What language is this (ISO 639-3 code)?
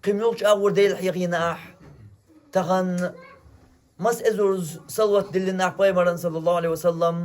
che